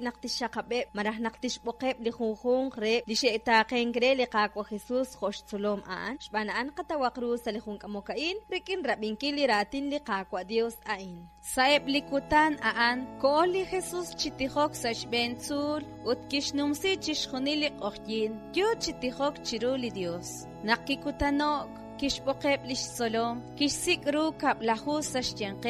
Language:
Kekchí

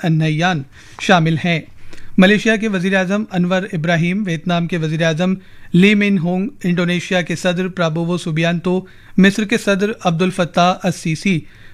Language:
Urdu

